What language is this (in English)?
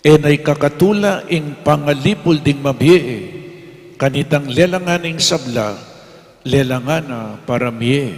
Pampanga